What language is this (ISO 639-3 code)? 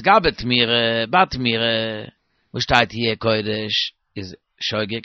yid